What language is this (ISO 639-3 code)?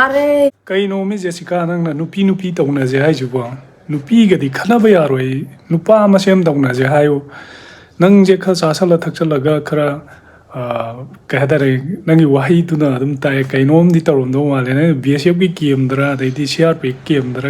mni